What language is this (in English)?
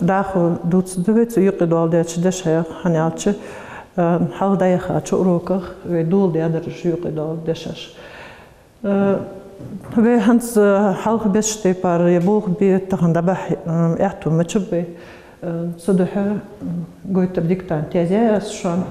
Ingush